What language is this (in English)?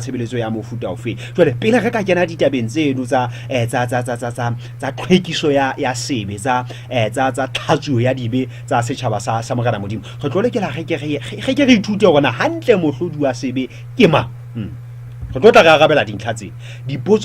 Southern Sotho